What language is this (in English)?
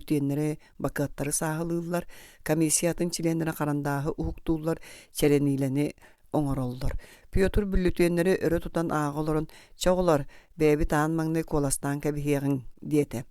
Yakut